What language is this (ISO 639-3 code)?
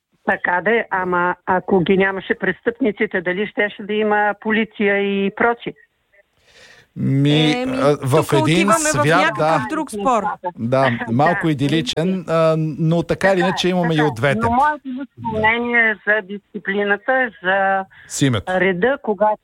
bul